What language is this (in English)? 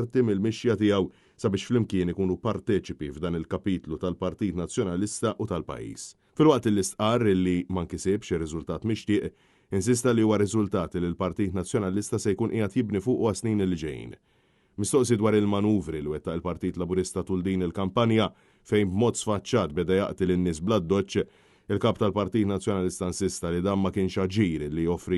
Maltese